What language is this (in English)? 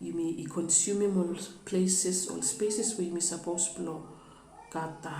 Bislama